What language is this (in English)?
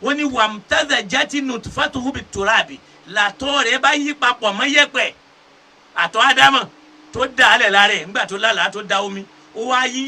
Yoruba